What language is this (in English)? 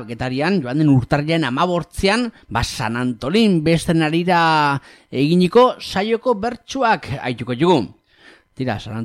Basque